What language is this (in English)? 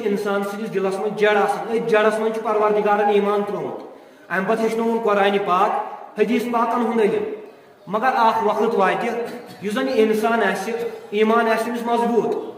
Kashmiri